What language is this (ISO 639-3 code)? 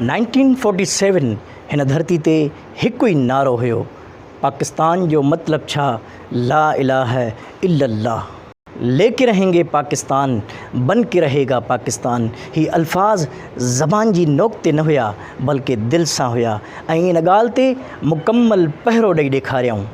snd